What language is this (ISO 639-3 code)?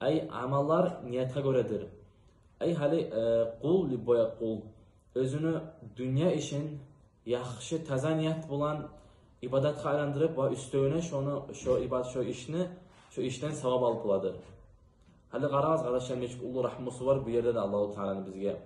kum